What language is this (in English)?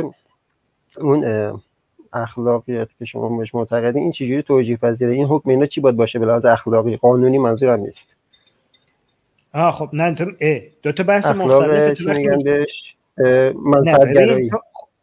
Persian